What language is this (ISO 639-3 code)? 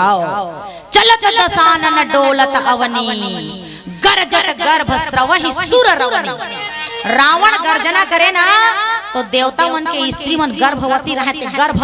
hne